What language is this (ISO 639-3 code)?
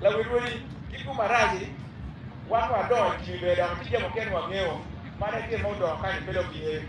ach